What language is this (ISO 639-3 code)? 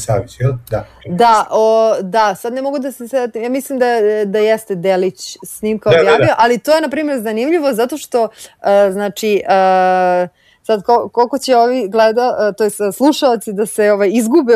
srp